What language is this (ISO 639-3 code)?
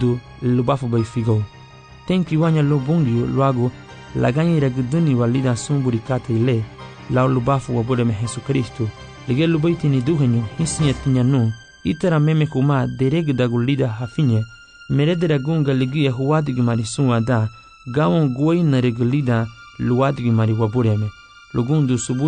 cab